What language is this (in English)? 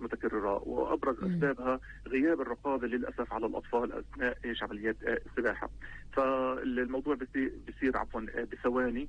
North Levantine Arabic